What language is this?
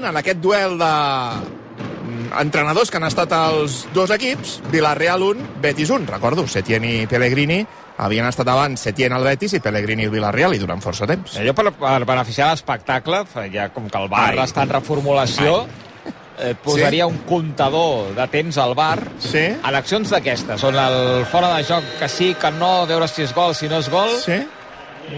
Catalan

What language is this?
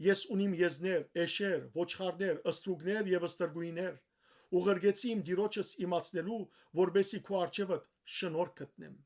Western Armenian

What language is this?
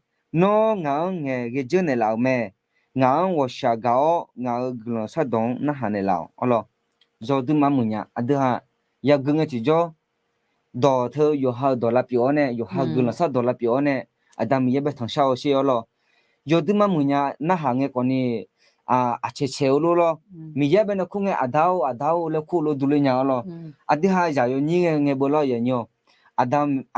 Akha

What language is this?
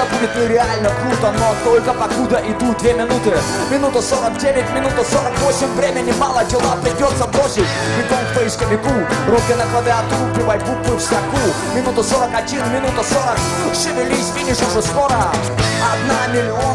Russian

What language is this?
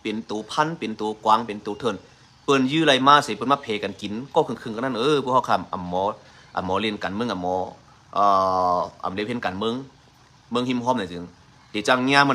Shan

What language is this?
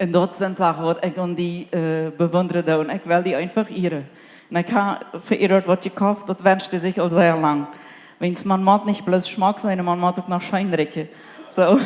Plautdietsch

